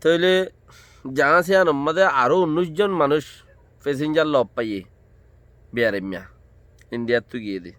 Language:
Rohingya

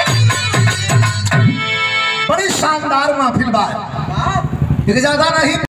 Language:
Bhojpuri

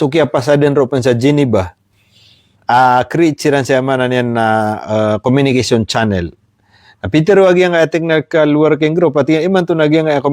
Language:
Maranao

